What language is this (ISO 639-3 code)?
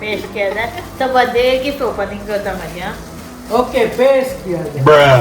kok